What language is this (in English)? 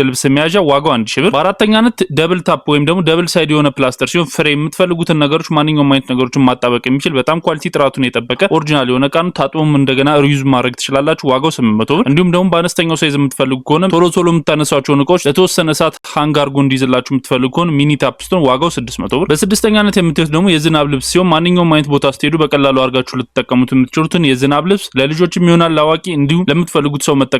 Amharic